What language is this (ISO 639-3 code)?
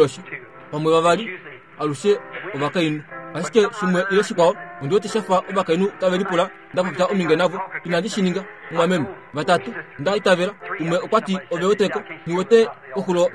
kua